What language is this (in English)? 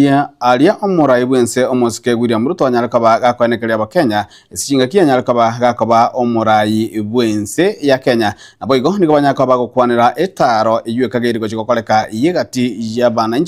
Gusii